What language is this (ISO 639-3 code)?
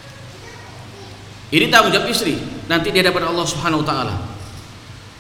ind